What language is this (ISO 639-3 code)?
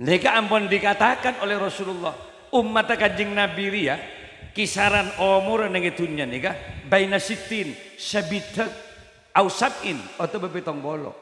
mad